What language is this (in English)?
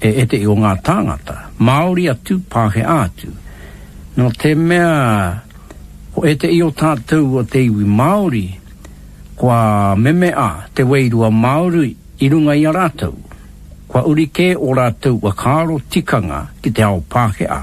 Māori